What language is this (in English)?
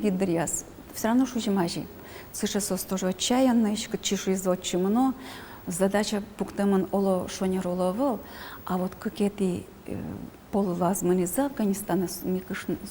Udmurt